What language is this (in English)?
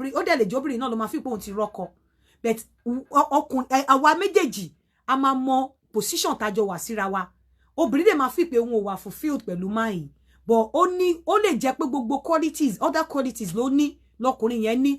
Yoruba